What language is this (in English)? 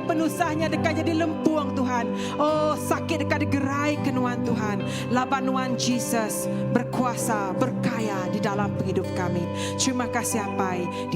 Iban